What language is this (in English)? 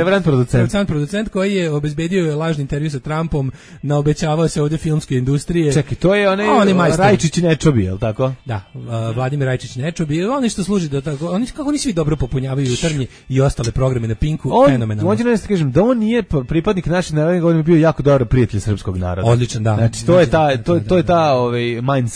Serbian